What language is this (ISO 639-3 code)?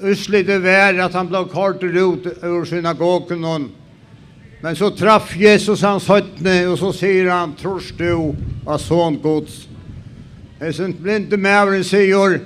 fao